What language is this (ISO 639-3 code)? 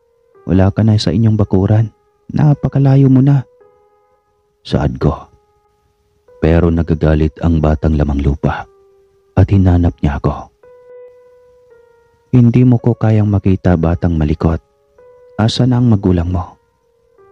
fil